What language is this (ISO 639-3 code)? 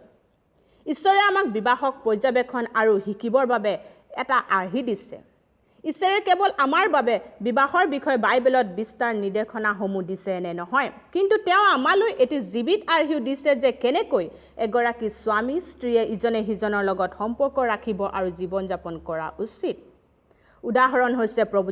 asm